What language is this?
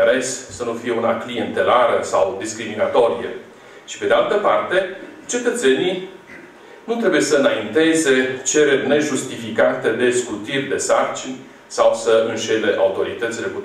Romanian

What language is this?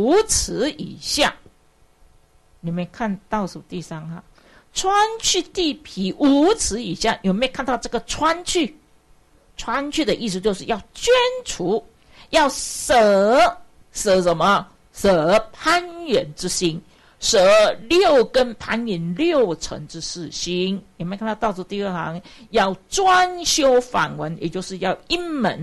Chinese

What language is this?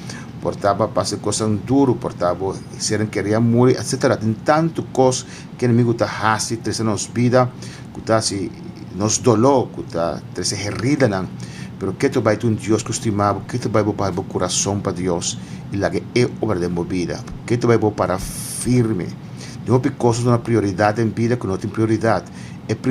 Papiamento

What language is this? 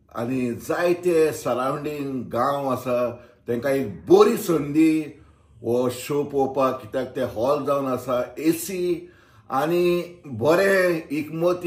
Konkani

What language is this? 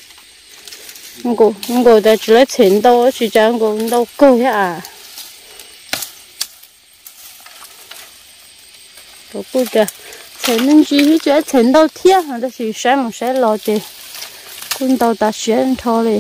Vietnamese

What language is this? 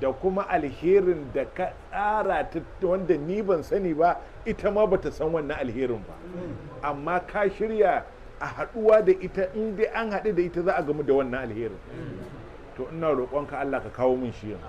Hausa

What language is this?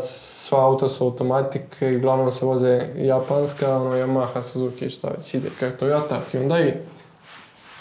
Bosnian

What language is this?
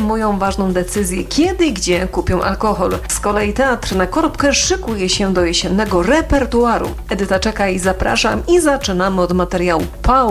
Polish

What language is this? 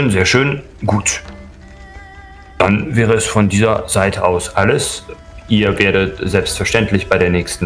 German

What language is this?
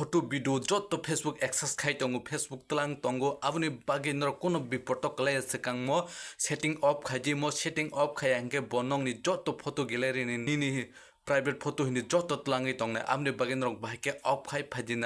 Kok Borok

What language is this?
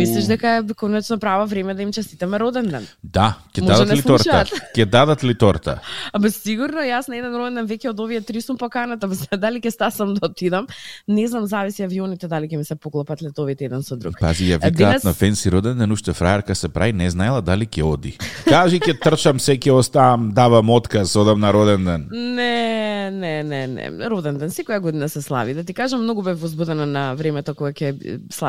Macedonian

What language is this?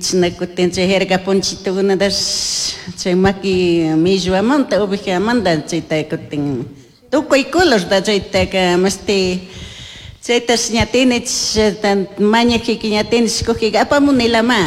Chimborazo Highland Quichua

